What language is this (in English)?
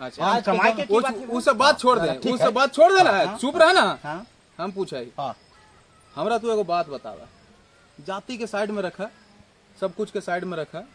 Magahi